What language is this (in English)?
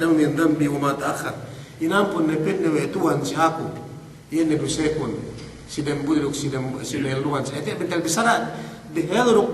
Yakan